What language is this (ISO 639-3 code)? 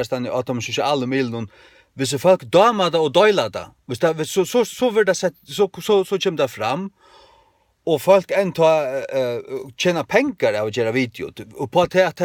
fao